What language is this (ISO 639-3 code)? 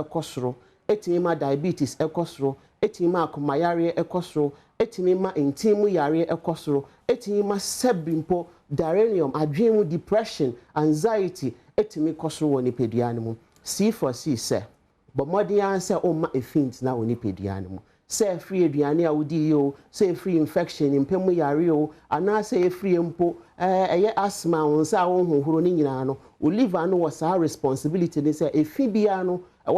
aka